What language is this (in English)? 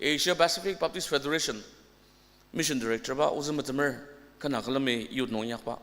Ao Naga